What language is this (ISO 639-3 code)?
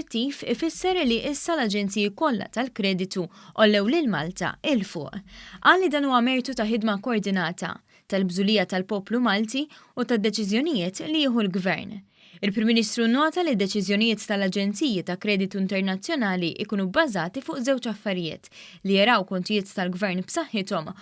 mlt